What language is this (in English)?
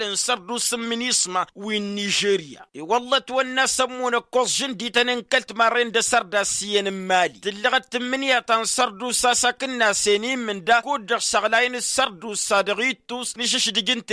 Tamasheq